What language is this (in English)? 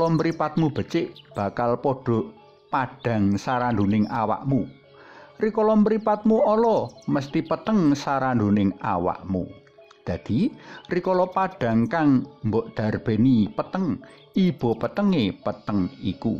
Javanese